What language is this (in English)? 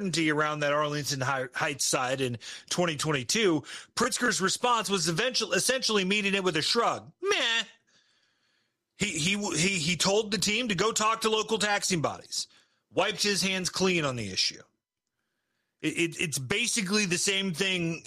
English